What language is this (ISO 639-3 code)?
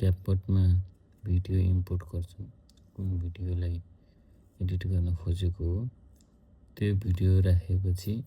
nep